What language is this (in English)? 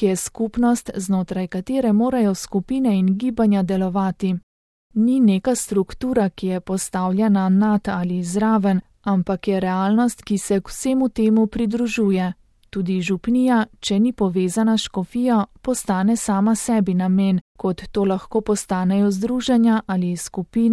Slovenian